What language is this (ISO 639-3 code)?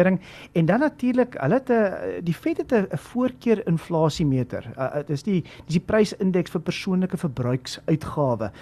afr